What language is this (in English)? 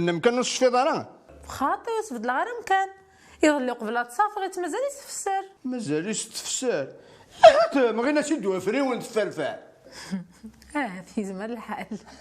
Kabyle